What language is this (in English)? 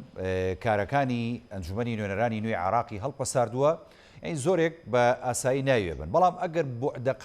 Central Kurdish